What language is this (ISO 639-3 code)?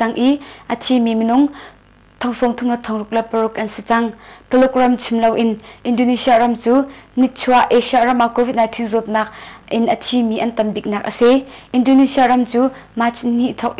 cnh